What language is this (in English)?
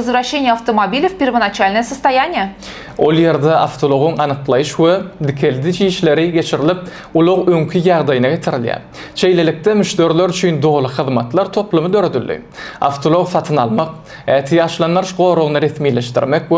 Turkmen